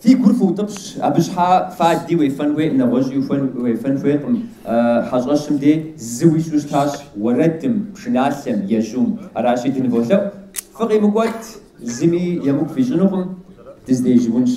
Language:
Kabardian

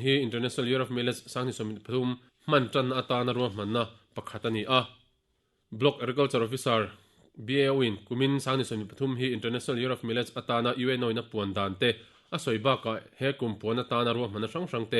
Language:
Mizo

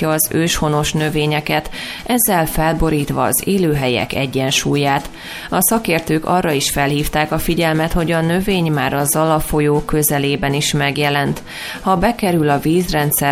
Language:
Hungarian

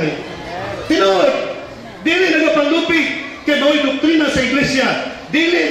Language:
Cebuano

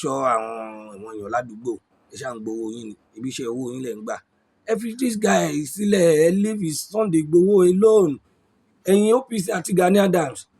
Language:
Yoruba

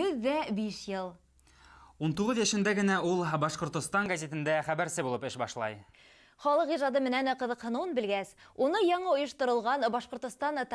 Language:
Bashkir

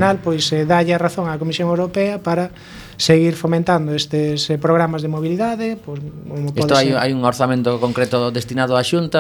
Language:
Galician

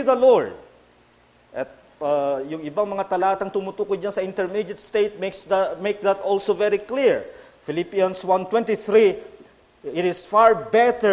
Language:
Filipino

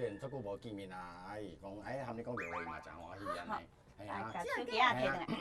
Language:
Min Nan Chinese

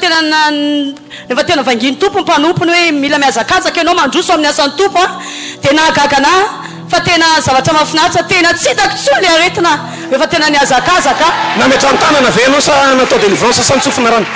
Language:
Malagasy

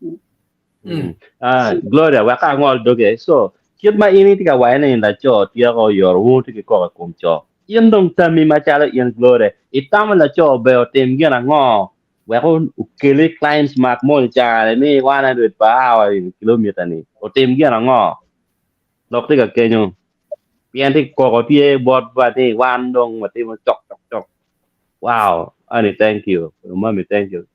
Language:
Acoli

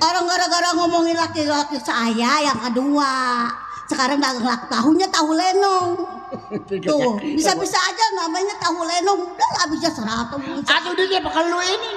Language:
Betawi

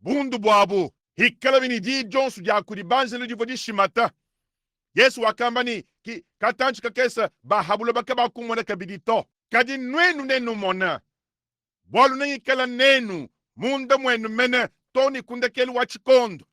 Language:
Luba-Lulua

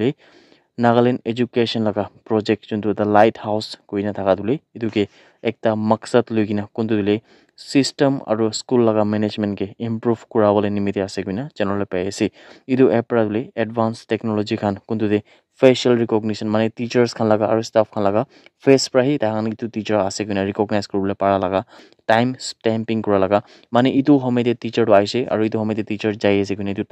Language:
Naga Pidgin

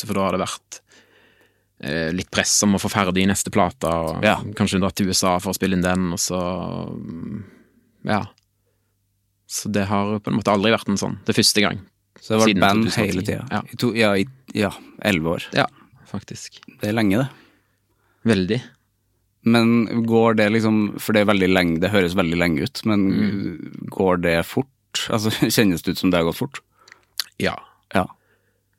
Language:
Norwegian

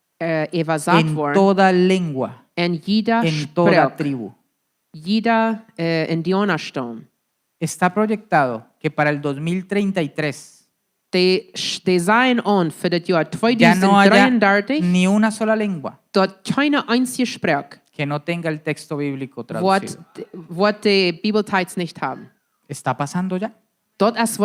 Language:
Plautdietsch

